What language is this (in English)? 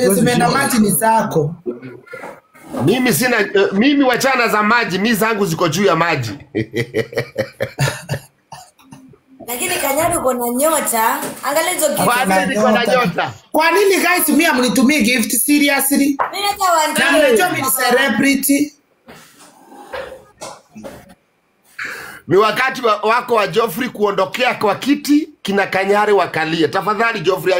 Swahili